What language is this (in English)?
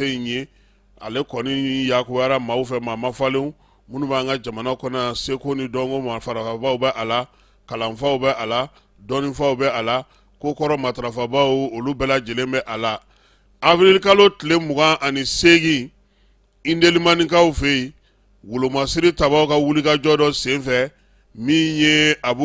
Bambara